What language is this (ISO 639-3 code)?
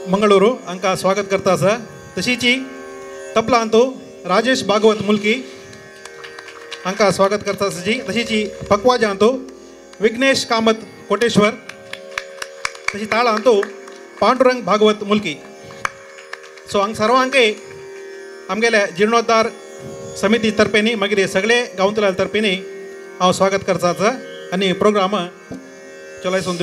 kok